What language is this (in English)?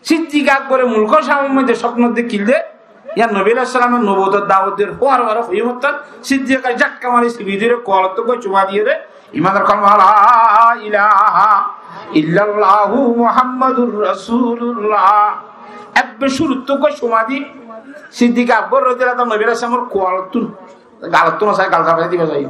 Rohingya